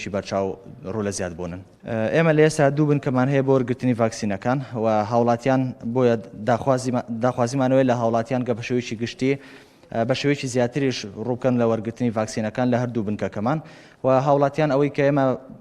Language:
Central Kurdish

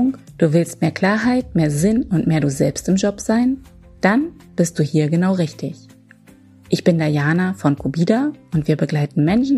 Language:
German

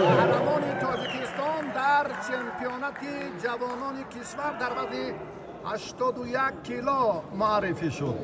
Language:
Tajik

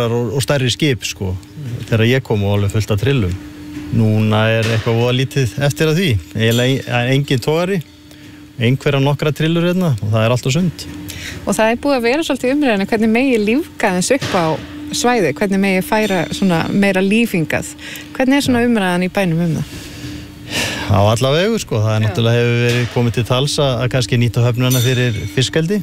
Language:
Icelandic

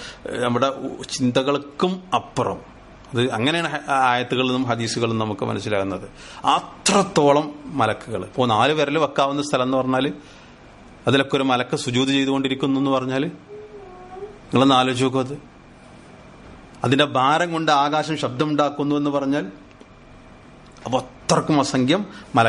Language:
Malayalam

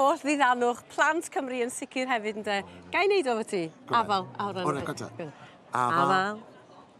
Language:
Welsh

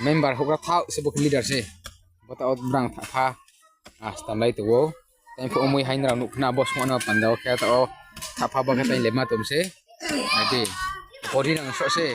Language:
Riang (India)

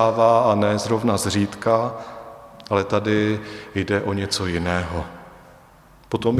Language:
Czech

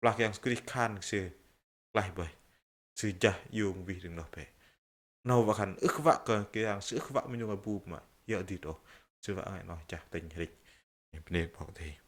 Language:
Bahnar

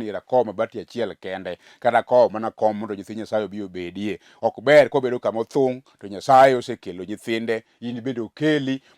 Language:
Luo (Kenya and Tanzania)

